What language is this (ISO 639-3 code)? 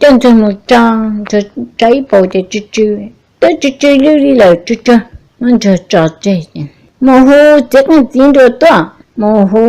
hmn